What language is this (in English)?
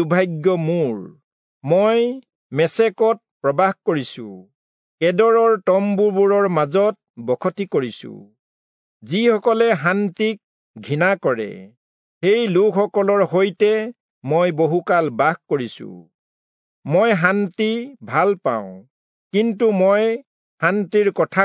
Assamese